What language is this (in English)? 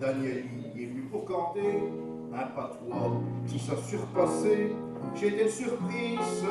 Picard